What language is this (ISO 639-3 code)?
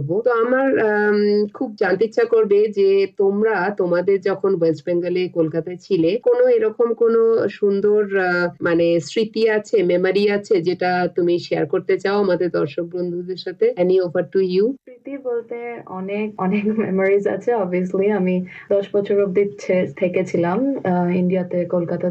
ben